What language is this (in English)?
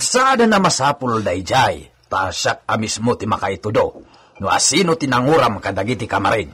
Iloko